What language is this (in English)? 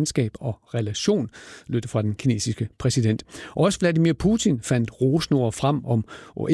Danish